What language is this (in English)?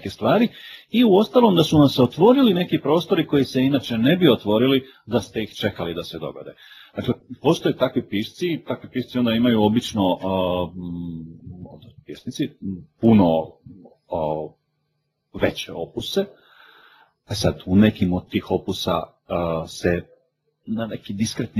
Croatian